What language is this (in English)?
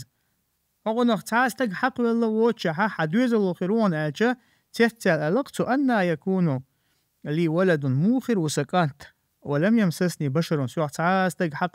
Chechen